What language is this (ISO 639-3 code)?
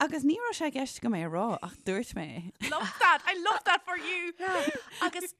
gle